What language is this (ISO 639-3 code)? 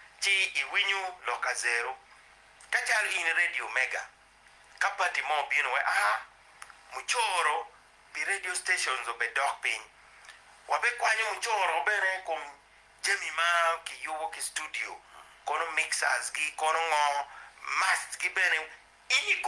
ach